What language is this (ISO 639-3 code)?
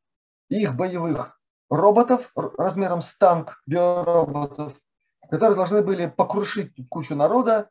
rus